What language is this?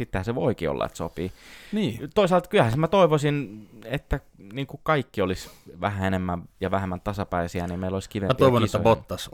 Finnish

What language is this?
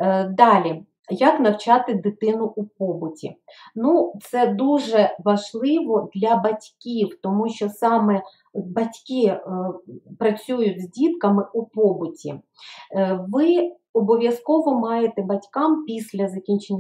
Ukrainian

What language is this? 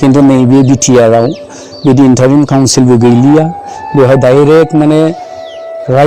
Bodo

